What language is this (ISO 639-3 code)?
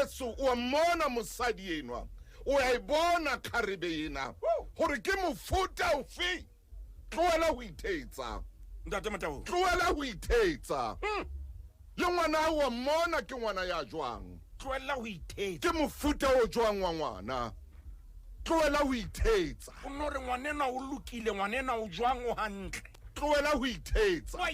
sot